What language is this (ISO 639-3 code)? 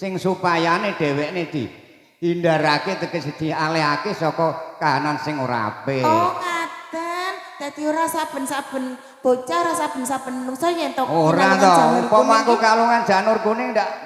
jav